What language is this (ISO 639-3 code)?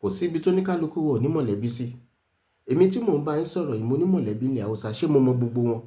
yor